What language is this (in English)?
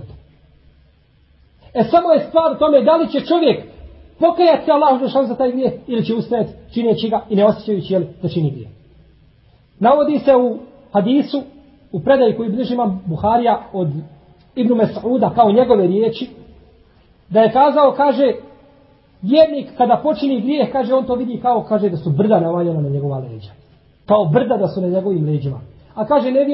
Bosnian